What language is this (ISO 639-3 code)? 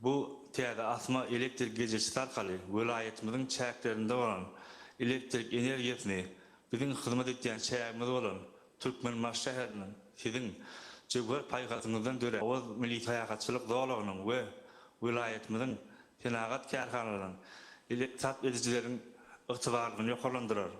tuk